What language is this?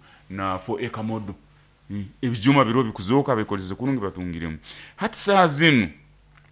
Nyoro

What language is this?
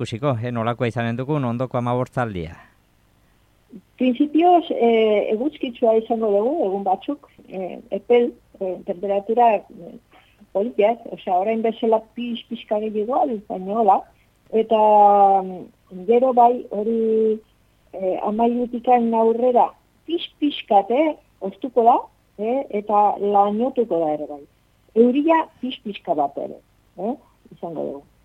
Basque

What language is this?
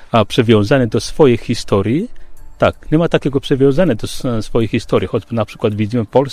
Polish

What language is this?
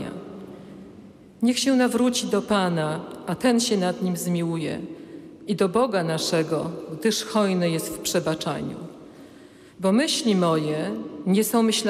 Polish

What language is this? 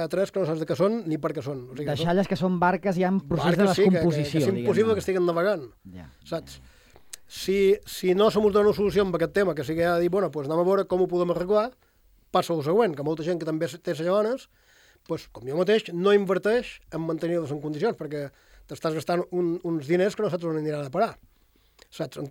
Catalan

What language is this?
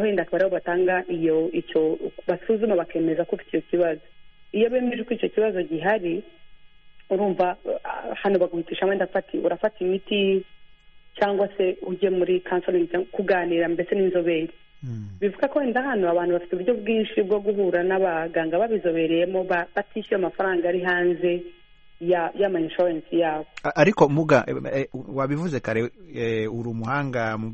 Kinyarwanda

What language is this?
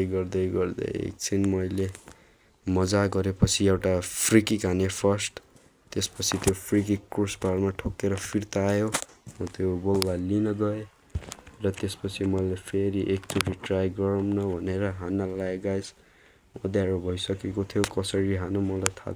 Nepali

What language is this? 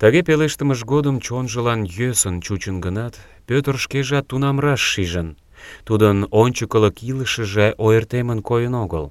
Mari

